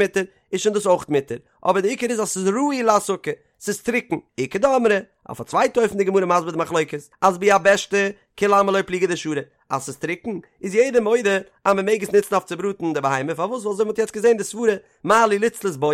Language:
Yiddish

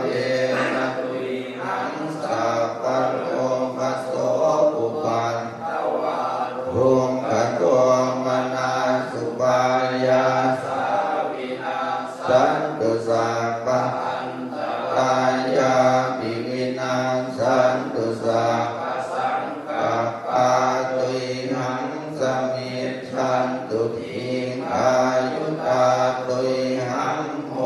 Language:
Pali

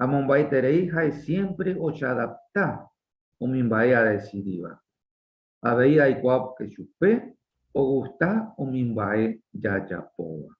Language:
Guarani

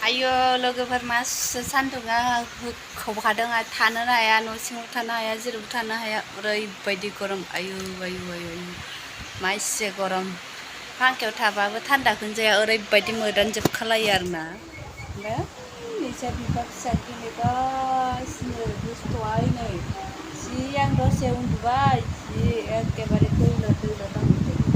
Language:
Bodo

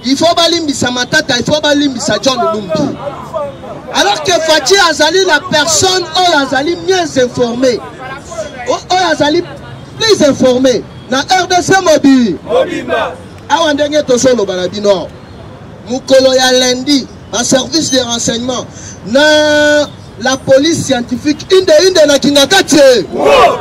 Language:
Lingala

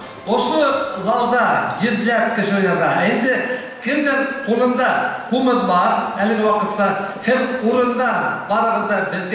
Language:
Bashkir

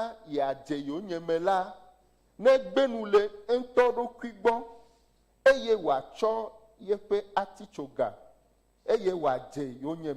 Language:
Ewe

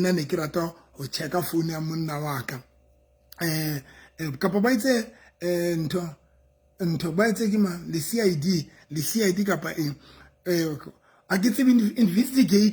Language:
Southern Sotho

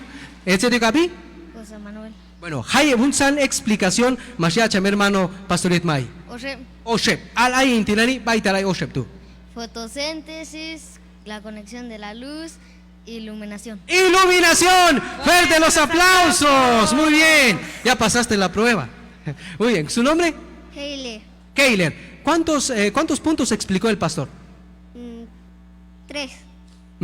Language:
Q'anjob'al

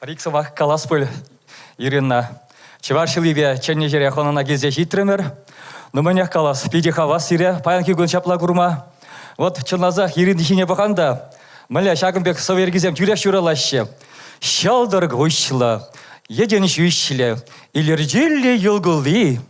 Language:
Chuvash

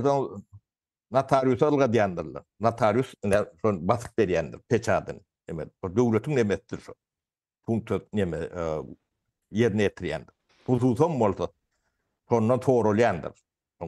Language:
Turkmen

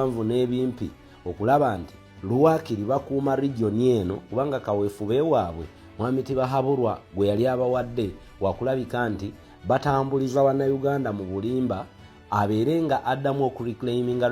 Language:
Ganda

